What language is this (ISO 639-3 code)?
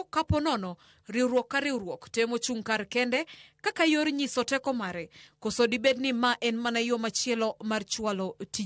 luo